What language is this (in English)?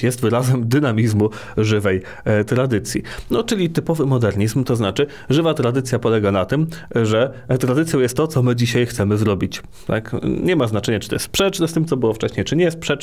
Polish